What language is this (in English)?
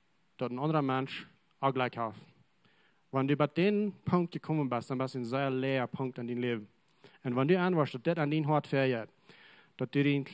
Plautdietsch